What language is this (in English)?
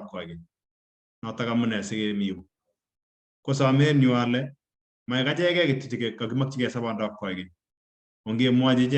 Kalenjin